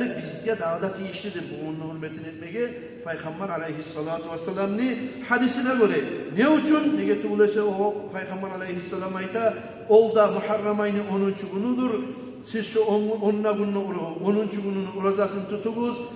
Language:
Kumyk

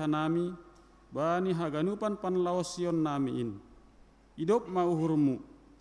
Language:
Batak Simalungun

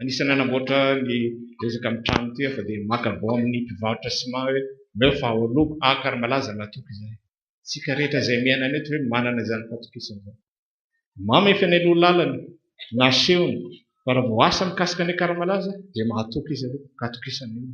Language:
Malagasy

